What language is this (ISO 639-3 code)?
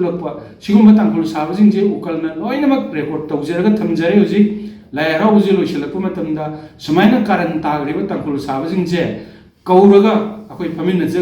mni